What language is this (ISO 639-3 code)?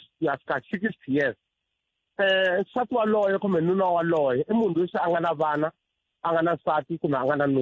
tso